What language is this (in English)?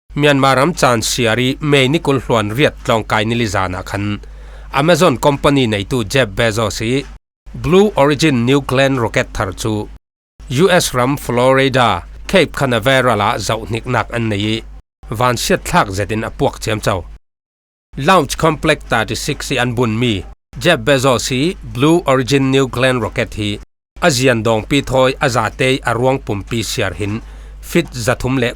Falam Chin